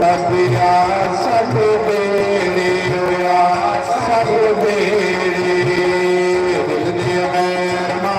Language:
Dogri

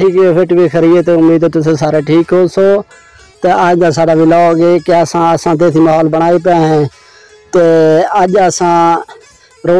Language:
Saraiki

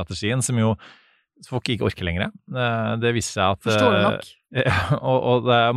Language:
Norwegian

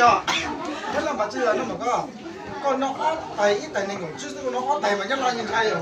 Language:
Hmong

